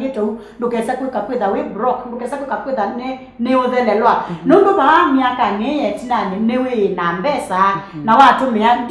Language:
Kamba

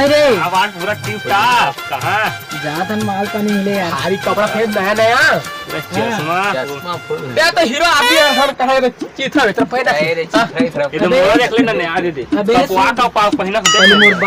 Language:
Chhattisgarhi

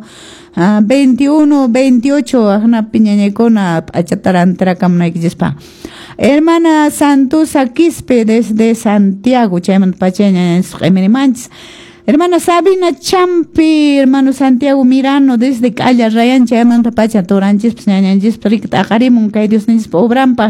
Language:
Quechua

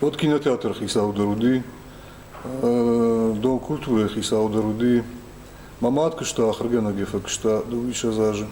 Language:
Ossetic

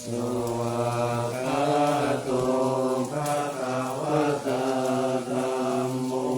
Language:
Pali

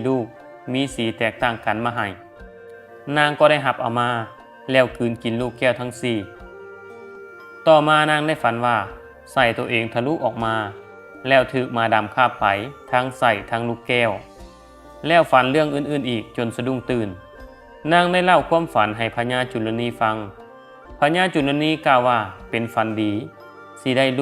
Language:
Lao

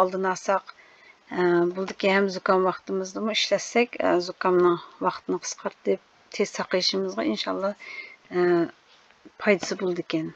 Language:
Uyghur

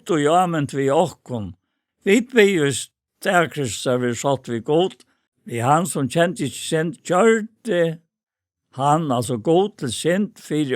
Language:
Faroese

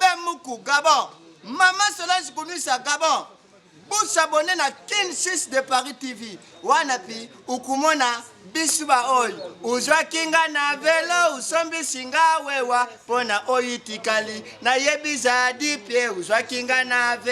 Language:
Lingala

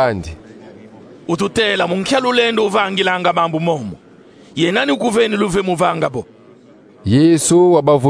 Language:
Kongo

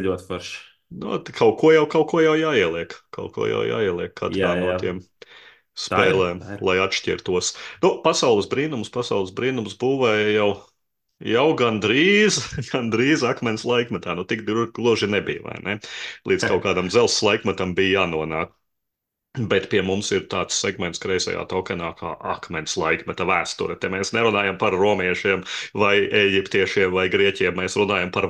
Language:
Latvian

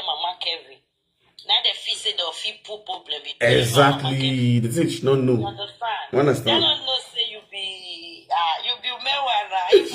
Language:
Nigerian Pidgin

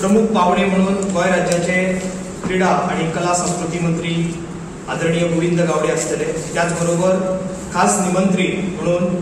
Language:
Konkani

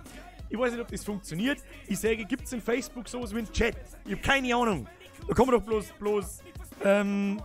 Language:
Bavarian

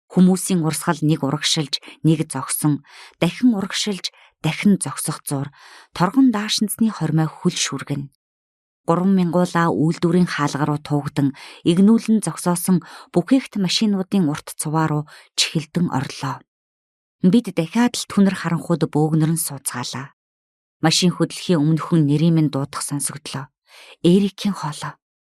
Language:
Mongolian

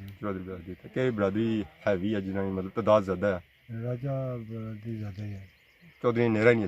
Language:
Pahari-Potwari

